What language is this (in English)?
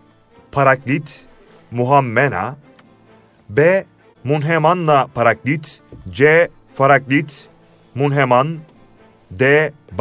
Turkish